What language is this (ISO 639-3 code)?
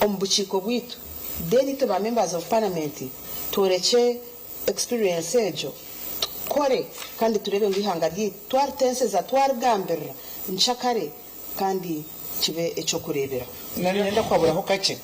nyn